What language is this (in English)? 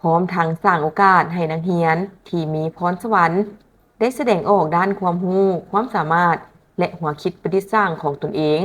Lao